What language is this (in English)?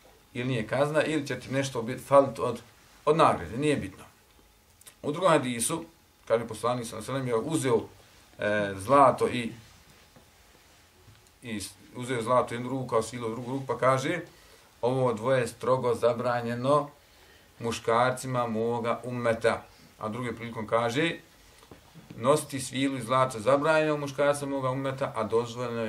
Bosnian